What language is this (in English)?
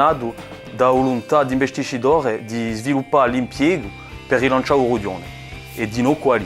Corsican